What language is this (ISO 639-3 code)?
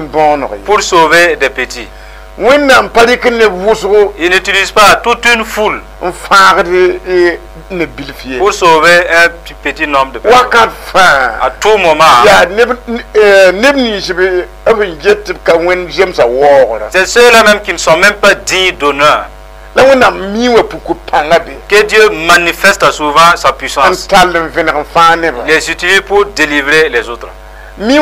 mos